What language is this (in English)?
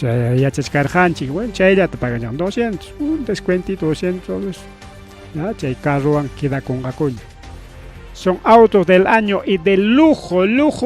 Ayacucho Quechua